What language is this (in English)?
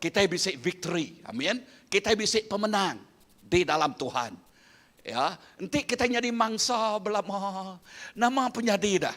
Iban